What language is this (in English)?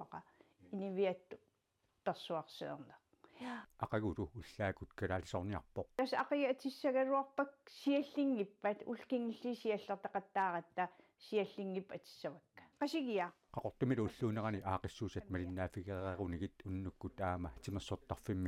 Kalaallisut